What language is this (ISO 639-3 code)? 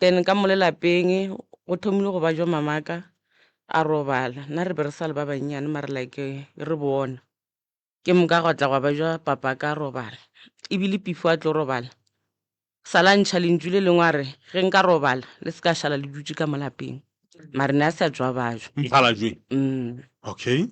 nso